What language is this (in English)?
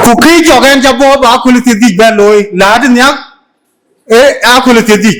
Dinka